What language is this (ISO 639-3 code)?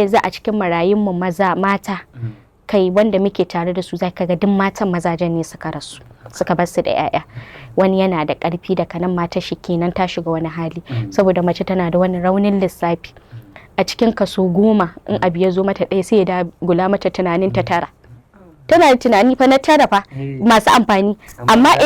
hau